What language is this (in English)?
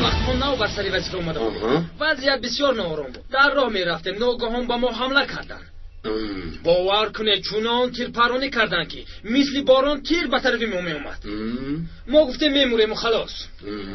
Tajik